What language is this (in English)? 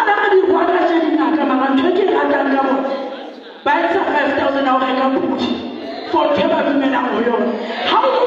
Southern Sotho